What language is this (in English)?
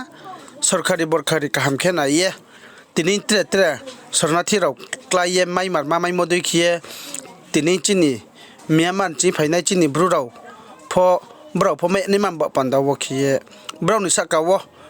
Riang (India)